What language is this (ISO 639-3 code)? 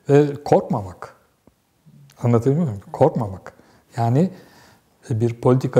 tur